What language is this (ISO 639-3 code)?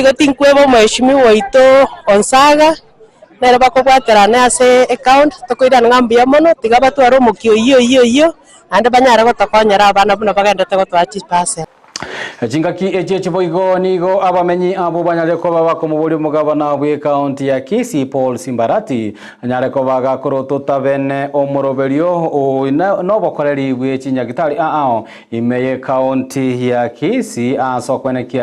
guz